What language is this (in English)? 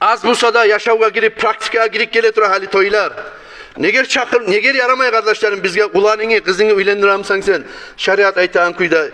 Kumyk